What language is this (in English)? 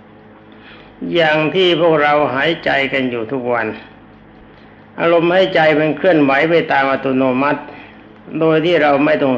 Thai